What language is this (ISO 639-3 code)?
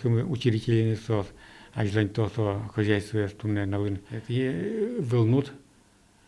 udm